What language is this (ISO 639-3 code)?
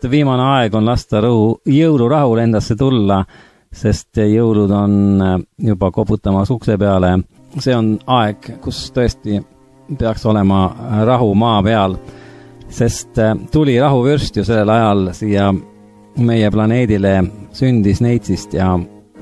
est